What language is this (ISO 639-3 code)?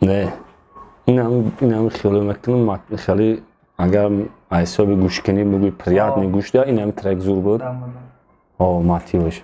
tgk